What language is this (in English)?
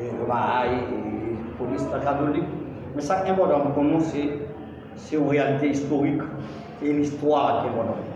Haitian Creole